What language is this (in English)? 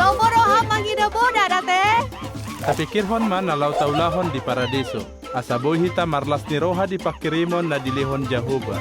Batak Toba